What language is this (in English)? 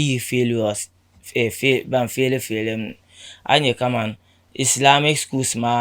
Dagbani